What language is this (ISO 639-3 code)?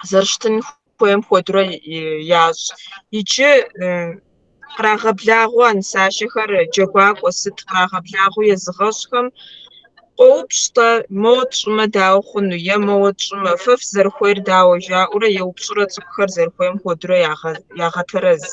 kbd